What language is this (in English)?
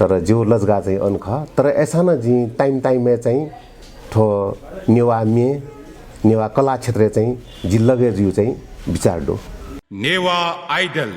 Newari